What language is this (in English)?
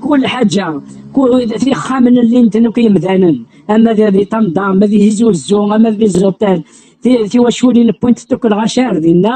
Kabyle